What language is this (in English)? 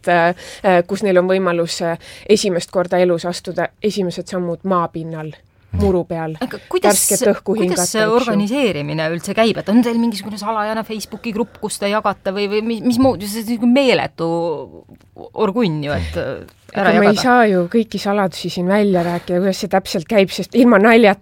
Estonian